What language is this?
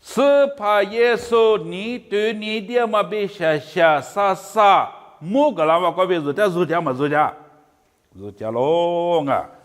Lisu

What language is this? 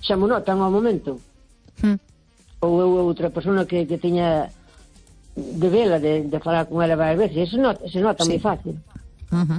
Galician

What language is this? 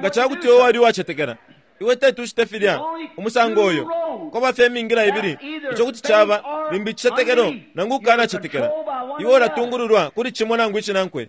Bemba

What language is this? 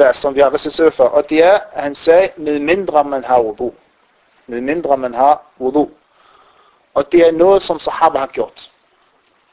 Danish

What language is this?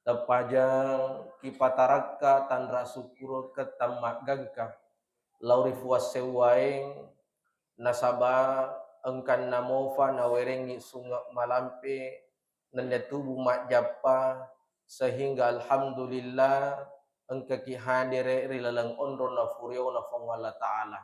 Buginese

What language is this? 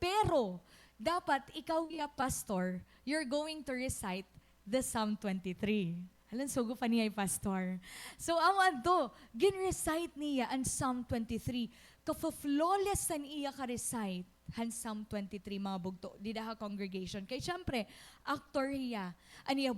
Waray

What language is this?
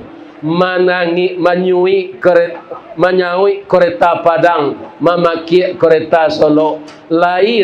Minangkabau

